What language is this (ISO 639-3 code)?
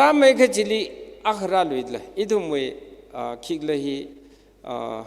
nmf